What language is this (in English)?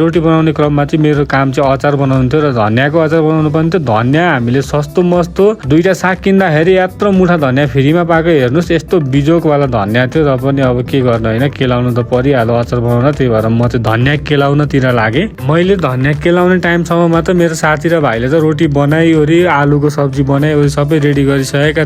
Nepali